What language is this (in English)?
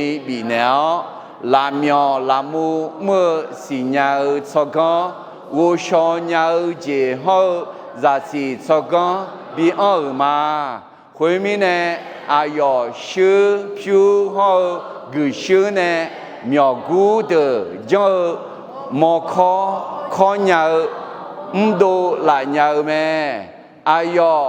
Akha